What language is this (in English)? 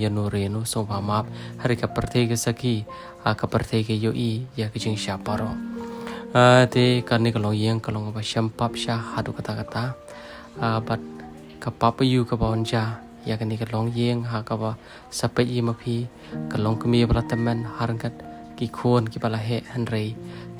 Khasi